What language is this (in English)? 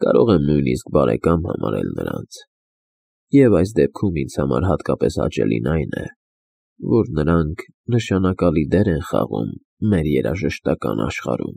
Armenian